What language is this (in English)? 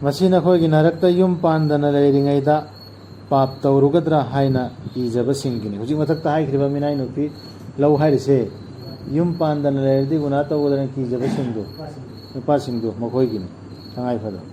Manipuri